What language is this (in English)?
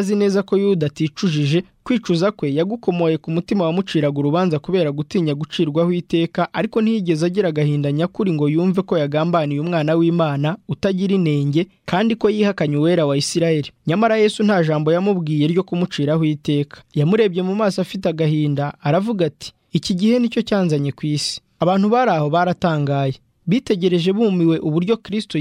Kinyarwanda